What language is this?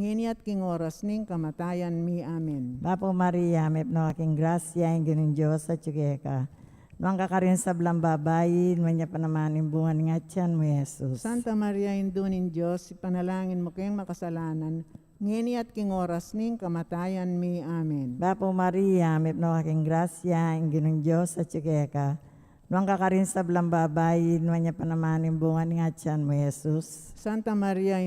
Pampanga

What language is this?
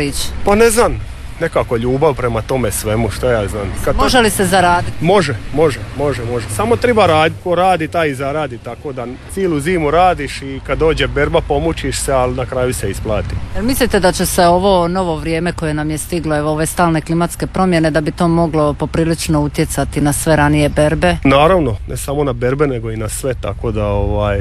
Croatian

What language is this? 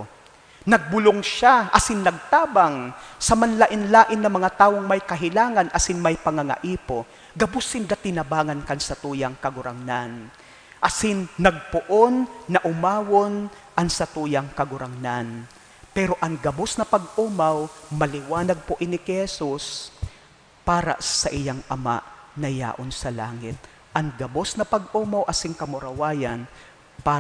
Bikol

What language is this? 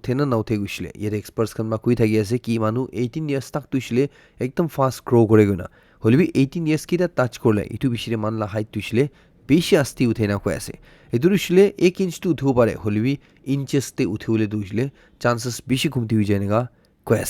Naga Pidgin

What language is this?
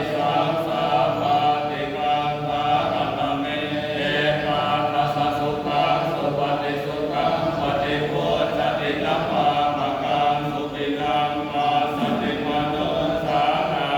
Pali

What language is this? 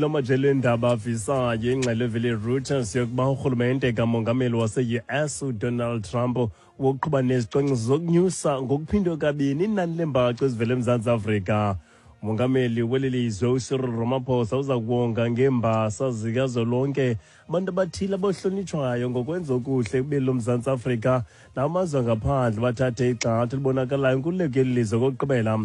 Xhosa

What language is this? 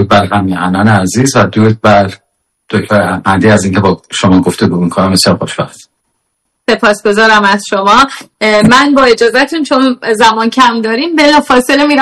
Persian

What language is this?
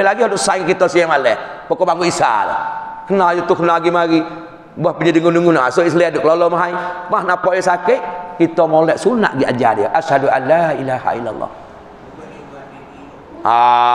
Malay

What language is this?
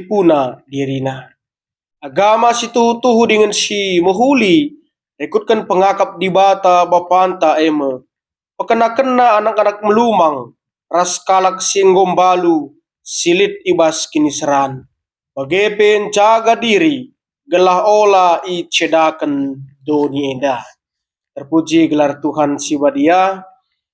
Batak Karo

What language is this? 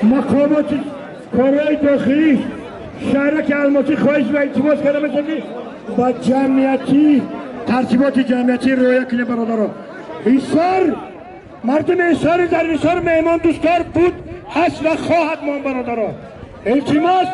Tajik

